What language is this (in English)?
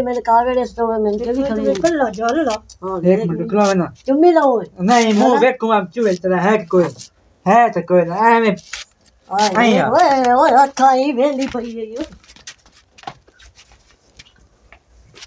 Punjabi